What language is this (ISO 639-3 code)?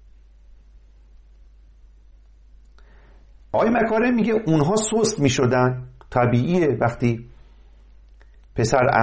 fas